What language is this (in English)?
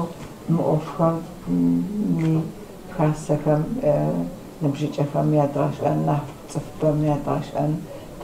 Kabardian